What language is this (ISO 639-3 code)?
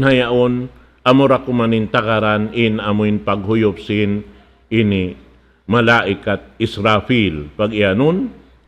tsg